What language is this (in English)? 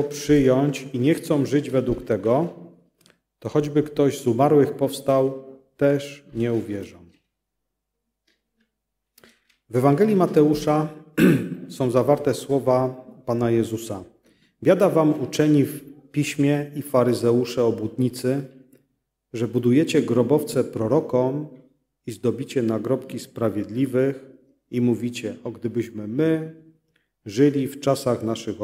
Polish